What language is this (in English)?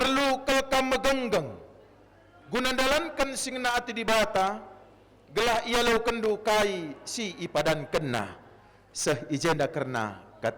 Batak Karo